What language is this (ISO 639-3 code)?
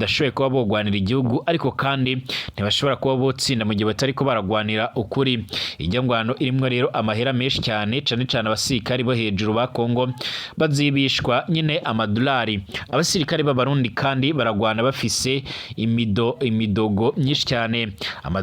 run